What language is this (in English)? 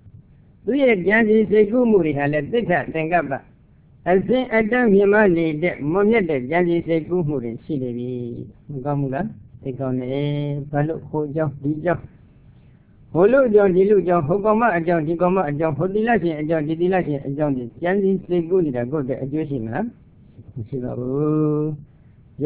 Burmese